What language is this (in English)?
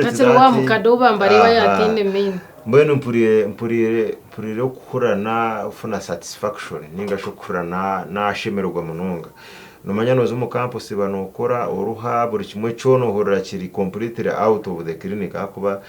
Nyankole